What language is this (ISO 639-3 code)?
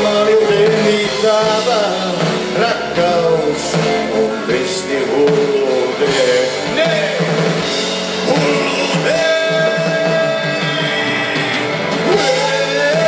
fin